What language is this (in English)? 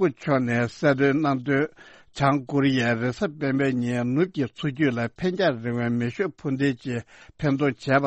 Tibetan